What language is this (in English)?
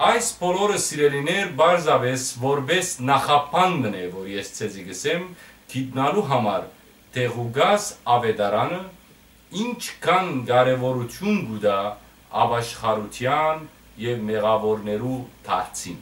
Western Armenian